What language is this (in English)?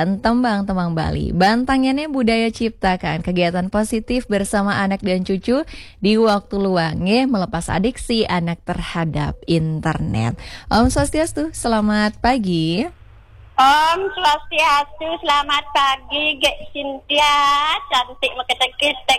Balinese